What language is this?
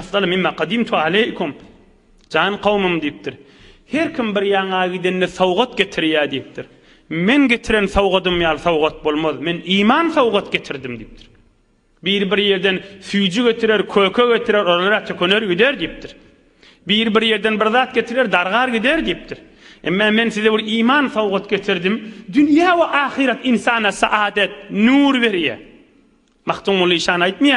Turkmen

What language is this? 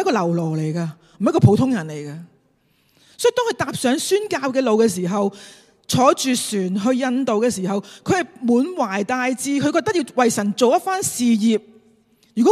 Cantonese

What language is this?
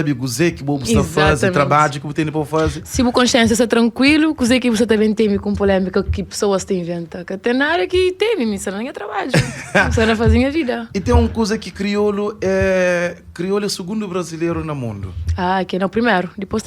Kabuverdianu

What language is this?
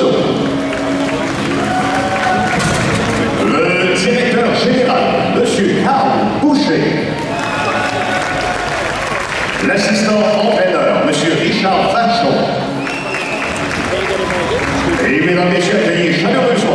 French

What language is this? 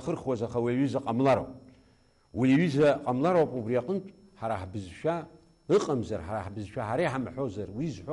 Abkhazian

